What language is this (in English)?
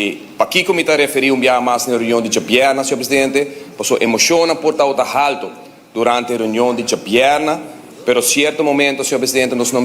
Papiamento